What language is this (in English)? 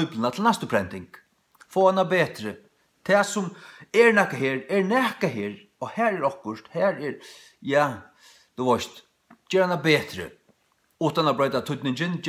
Faroese